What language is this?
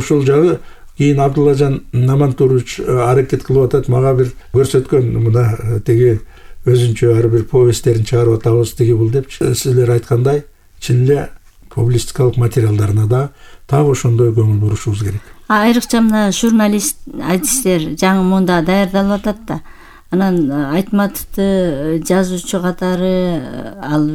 Kyrgyz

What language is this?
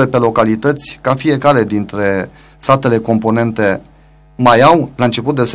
Romanian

